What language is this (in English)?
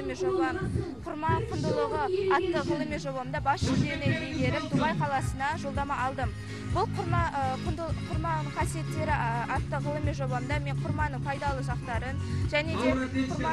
Kazakh